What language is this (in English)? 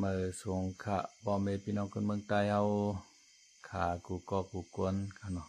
Shan